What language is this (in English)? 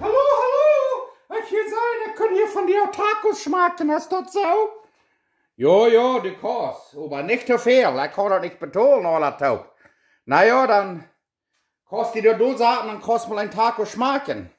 Plautdietsch